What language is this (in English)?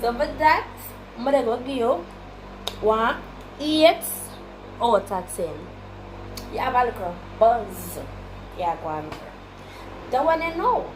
Jamaican Creole English